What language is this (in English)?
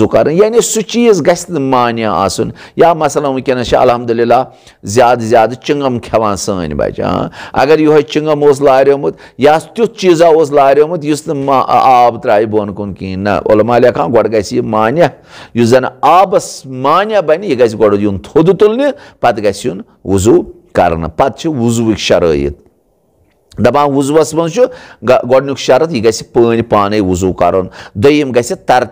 Kashmiri